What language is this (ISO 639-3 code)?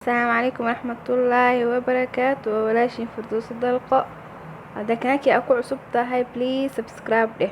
som